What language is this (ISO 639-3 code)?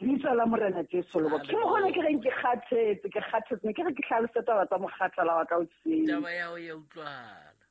sot